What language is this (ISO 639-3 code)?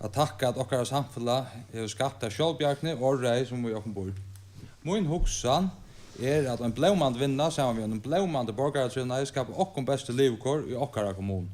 fao